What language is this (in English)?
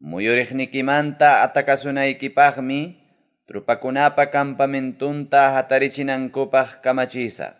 Ayacucho Quechua